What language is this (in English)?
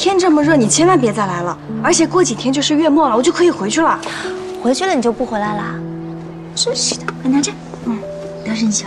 Chinese